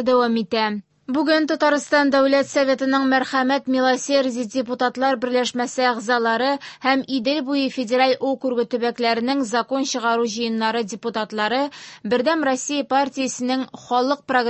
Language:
Tatar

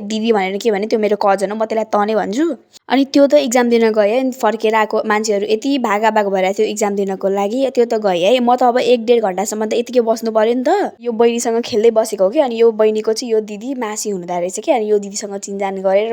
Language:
Nepali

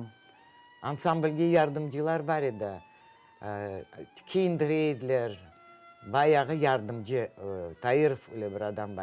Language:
Crimean Tatar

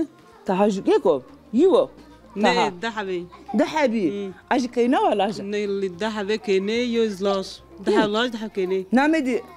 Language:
Zaza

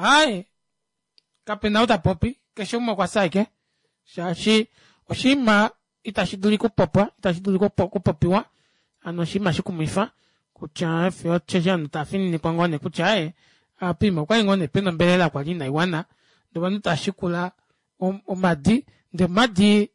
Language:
Kuanyama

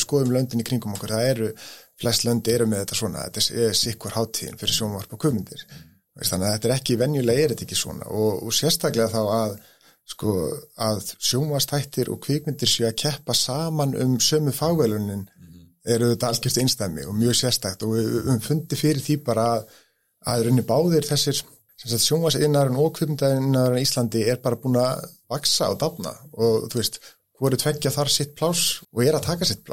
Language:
Icelandic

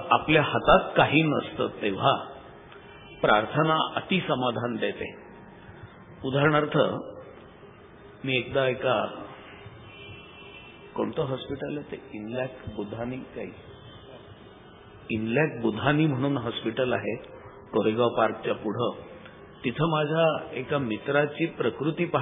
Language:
Marathi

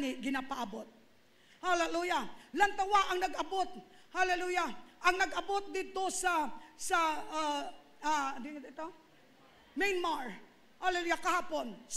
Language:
Hiligaynon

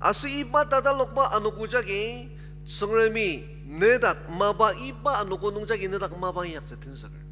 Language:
Ao Naga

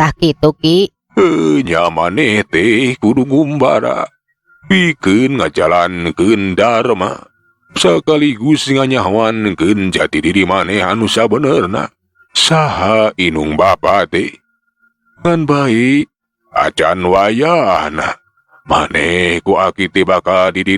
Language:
Sundanese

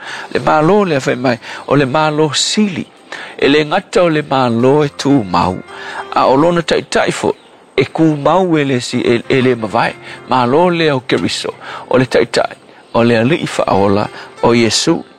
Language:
Samoan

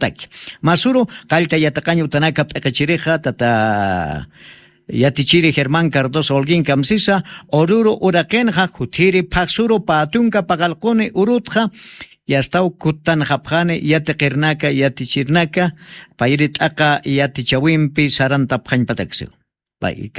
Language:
Aymara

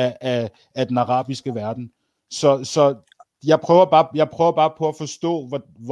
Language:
Danish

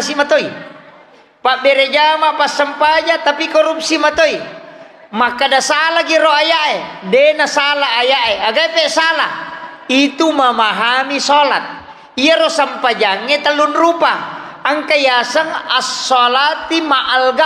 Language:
Buginese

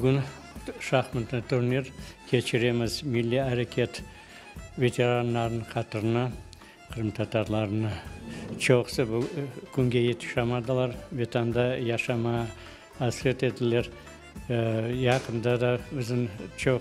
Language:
Crimean Tatar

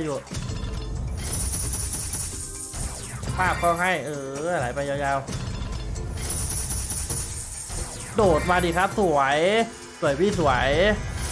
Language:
Thai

